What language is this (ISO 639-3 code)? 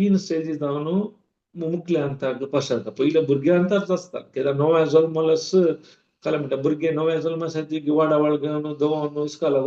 kok